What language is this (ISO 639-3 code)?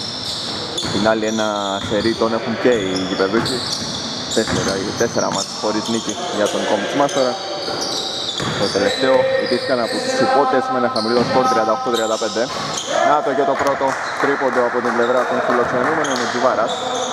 ell